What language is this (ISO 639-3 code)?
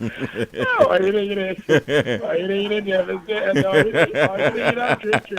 aka